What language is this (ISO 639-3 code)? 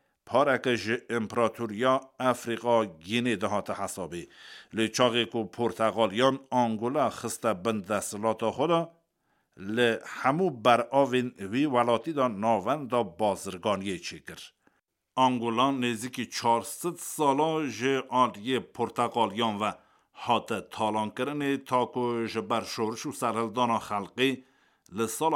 kur